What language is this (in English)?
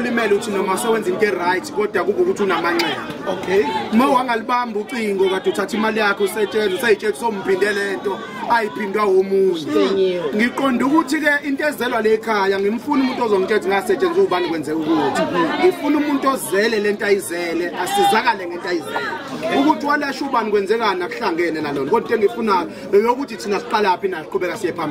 Zulu